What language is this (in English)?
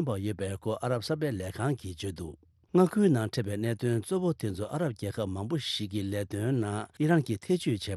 Tibetan